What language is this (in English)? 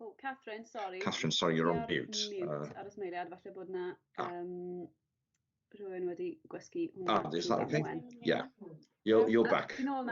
Welsh